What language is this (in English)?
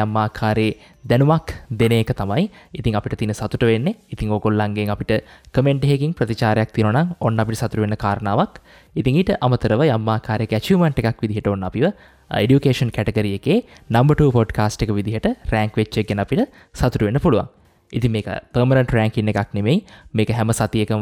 Sinhala